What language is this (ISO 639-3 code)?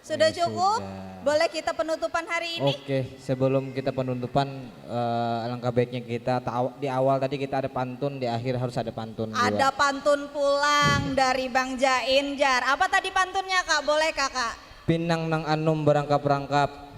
bjn